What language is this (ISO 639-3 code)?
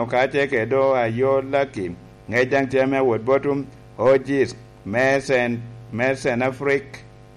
laj